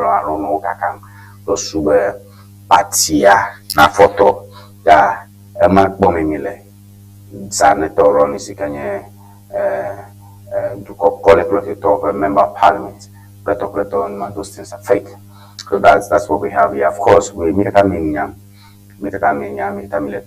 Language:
Ewe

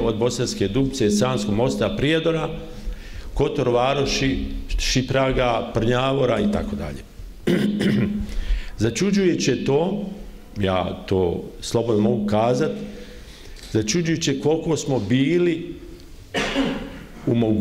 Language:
Bosnian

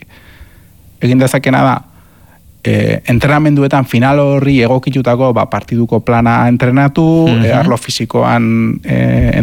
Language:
Basque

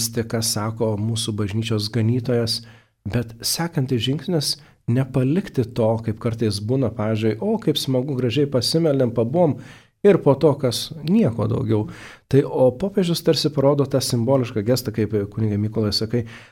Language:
Lithuanian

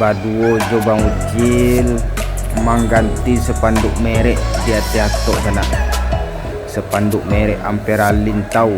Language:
Minangkabau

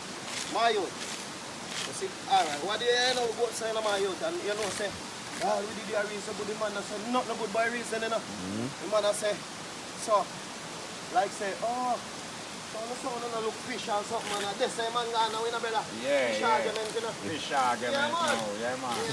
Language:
Jamaican Creole English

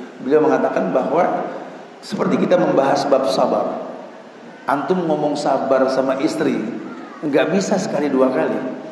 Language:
Indonesian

